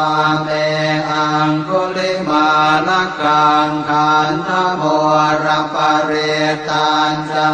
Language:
Pali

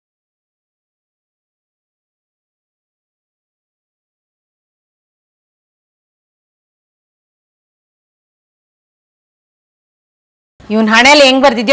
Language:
Kannada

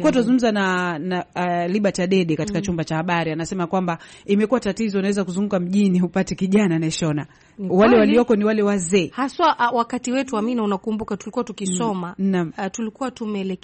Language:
Swahili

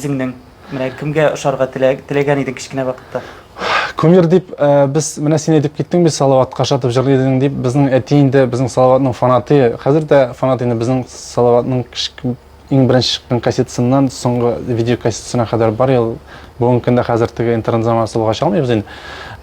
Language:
Tatar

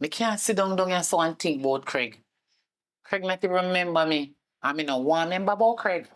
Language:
Jamaican Creole English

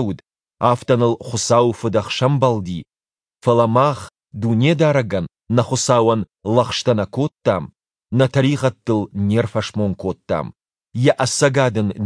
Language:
Ossetic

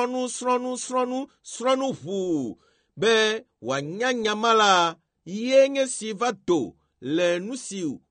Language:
Ewe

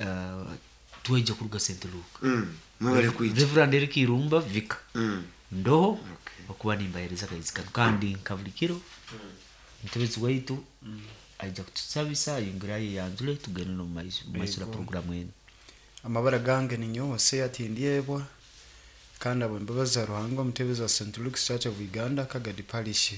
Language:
Nyoro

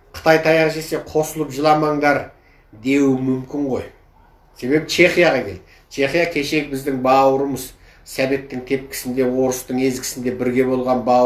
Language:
Kazakh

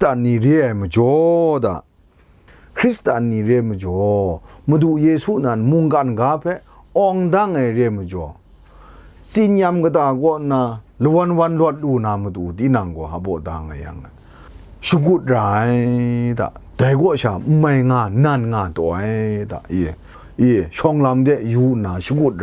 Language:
Kachin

